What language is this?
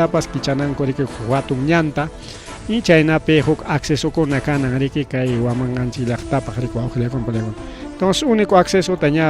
Ayacucho Quechua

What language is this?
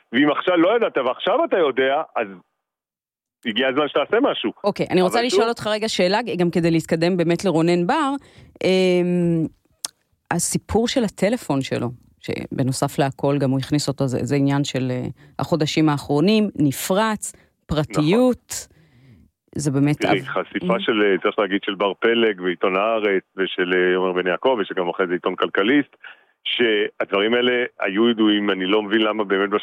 Hebrew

